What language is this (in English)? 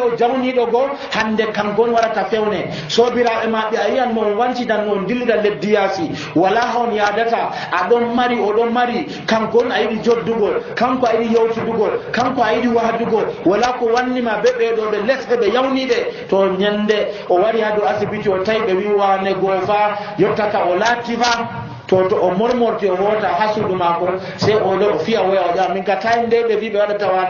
Nigerian Fulfulde